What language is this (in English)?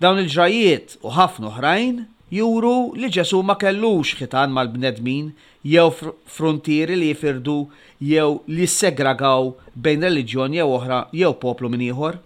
Maltese